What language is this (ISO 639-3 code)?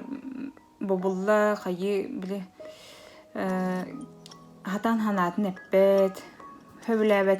sah